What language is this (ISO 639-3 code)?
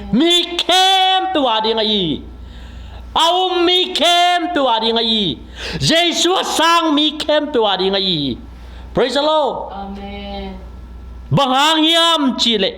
ctd